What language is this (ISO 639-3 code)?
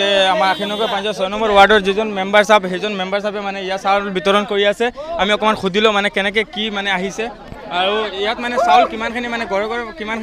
asm